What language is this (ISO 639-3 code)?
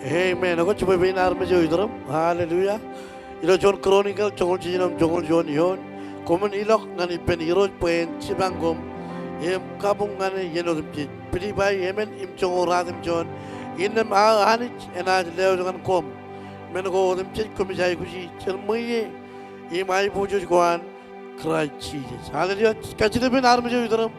mah